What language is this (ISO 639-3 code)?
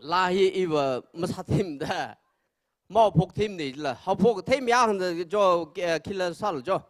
nmf